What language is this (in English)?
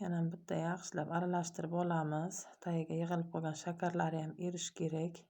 Uzbek